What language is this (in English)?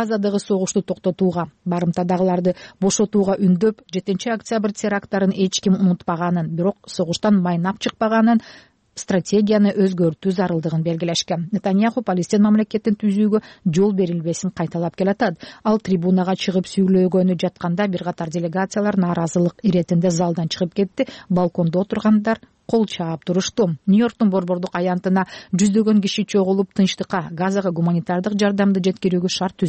Kyrgyz